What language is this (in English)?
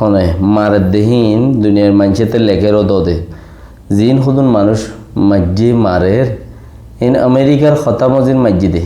Rohingya